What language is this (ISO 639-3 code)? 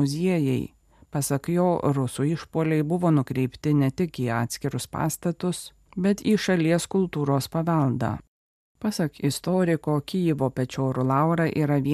lit